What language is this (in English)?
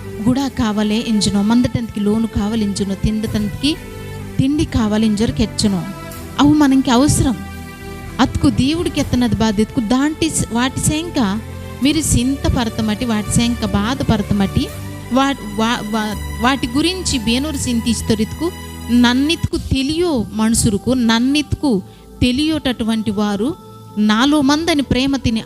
Koya